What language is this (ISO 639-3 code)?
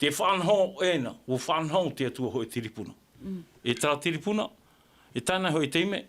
tah